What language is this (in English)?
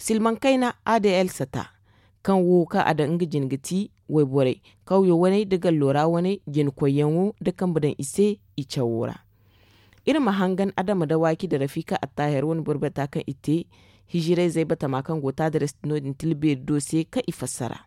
Zarma